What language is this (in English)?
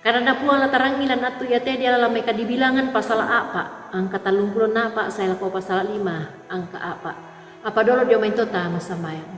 Toraja-Sa'dan